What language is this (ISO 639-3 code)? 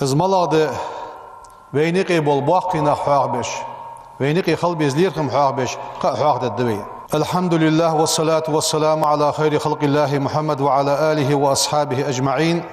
inh